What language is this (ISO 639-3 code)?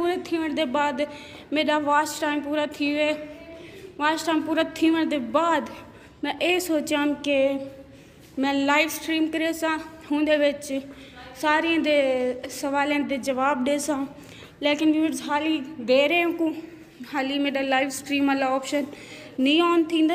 skr